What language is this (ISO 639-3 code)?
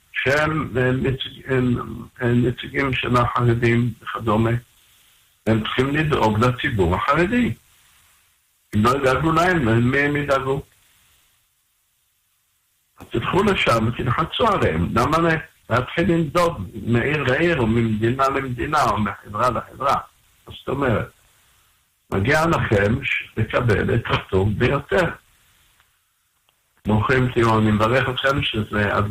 heb